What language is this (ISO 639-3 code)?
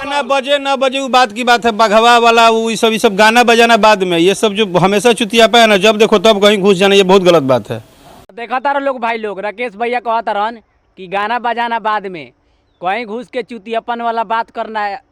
bho